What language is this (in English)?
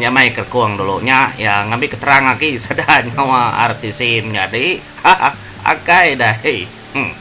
Iban